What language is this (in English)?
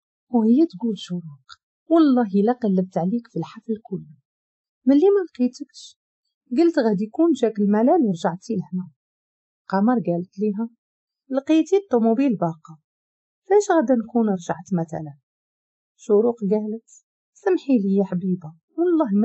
Moroccan Arabic